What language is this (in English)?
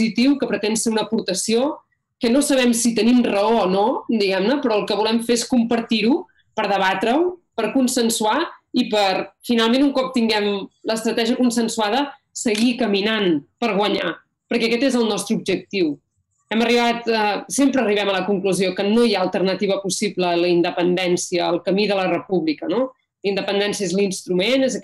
Catalan